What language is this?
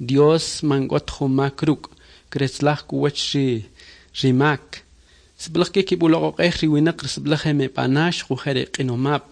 Kʼicheʼ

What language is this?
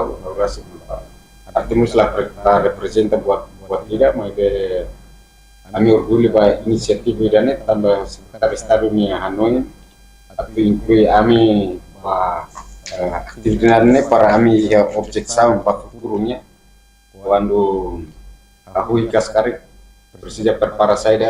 Tetum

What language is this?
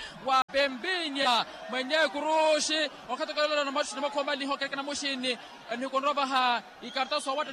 Swahili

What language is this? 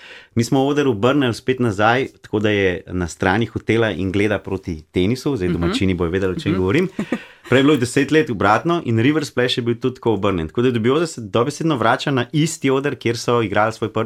Slovenian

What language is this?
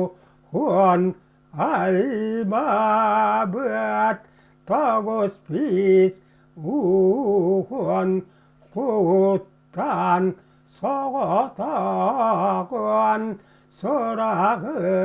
Yakut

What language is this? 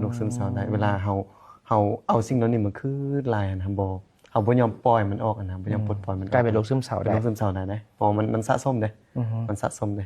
Lao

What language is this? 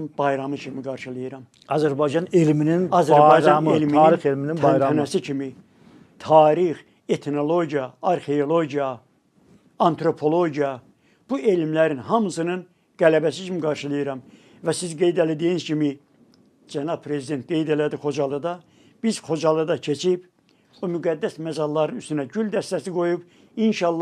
Azerbaijani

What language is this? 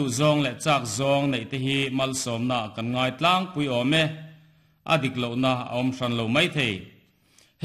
Mizo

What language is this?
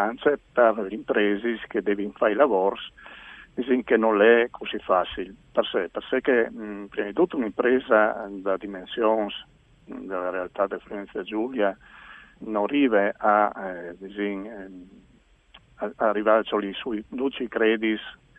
Friulian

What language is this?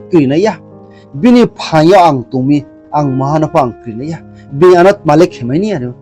Riang (India)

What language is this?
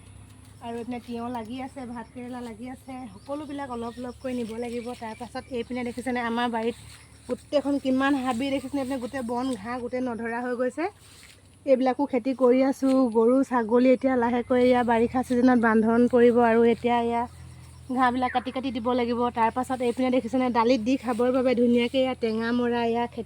Assamese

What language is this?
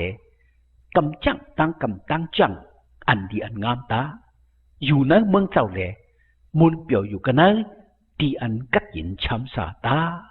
Shan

